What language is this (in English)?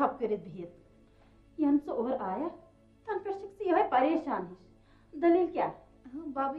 Kashmiri